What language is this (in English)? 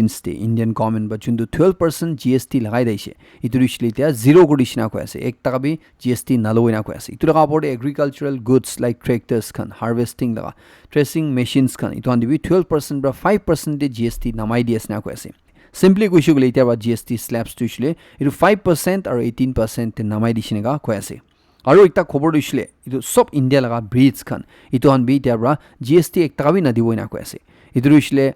Naga Pidgin